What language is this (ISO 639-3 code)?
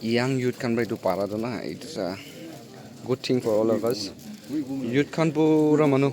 nag